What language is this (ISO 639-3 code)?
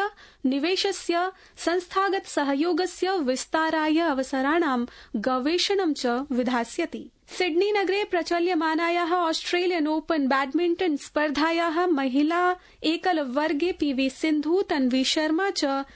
san